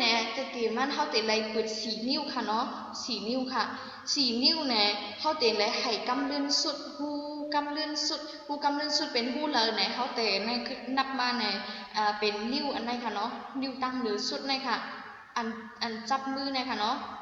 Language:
Shan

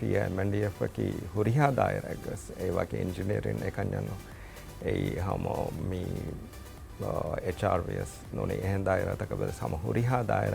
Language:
Divehi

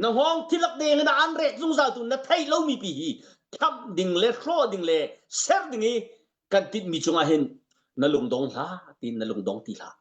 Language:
Hakha Chin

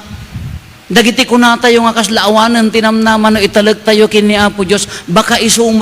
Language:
Iloko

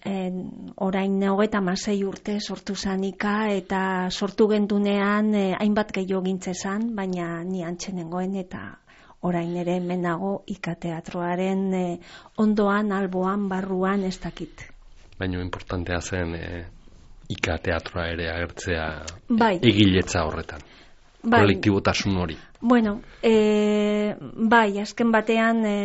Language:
Basque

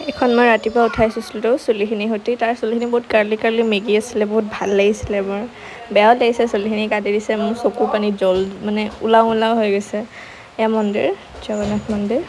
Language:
Assamese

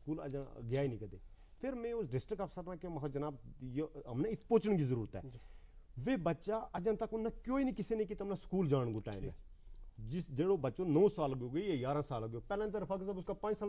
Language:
Gujari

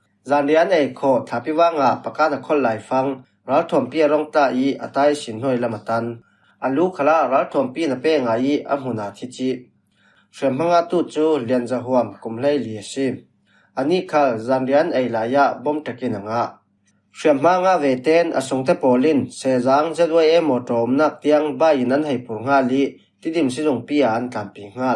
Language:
Falam Chin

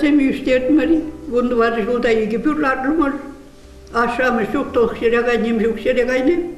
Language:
Chuvash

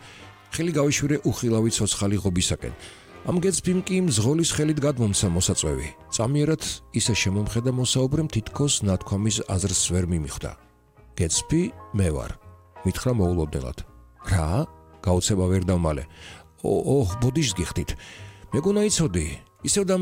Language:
Georgian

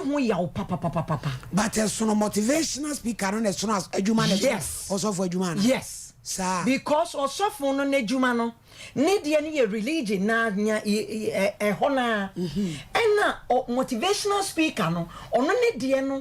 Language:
Akan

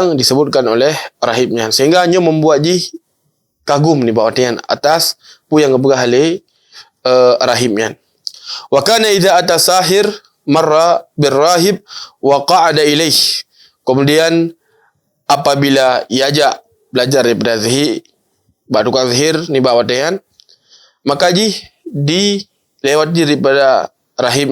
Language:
Achinese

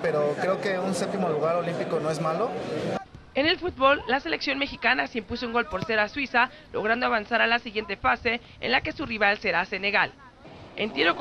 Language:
Spanish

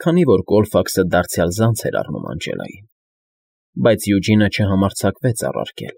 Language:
Armenian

